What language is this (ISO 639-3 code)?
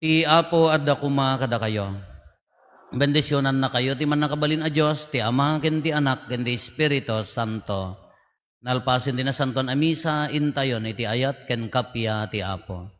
ilo